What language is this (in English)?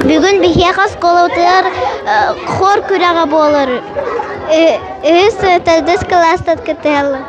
Yakut